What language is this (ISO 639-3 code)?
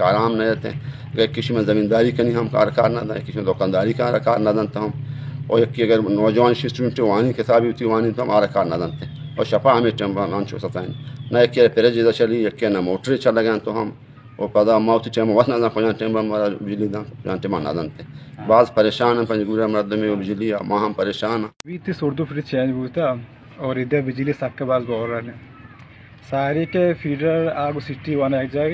bal